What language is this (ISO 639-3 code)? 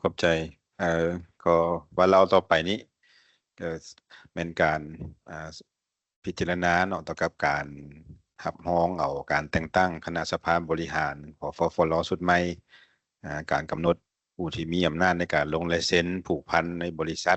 lao